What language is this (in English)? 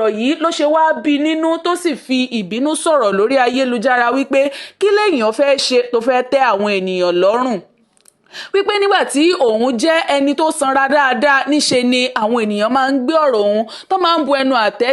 Yoruba